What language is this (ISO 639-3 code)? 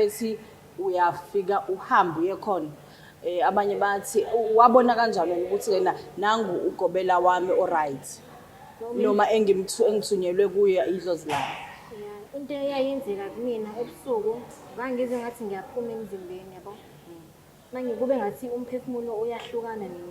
zul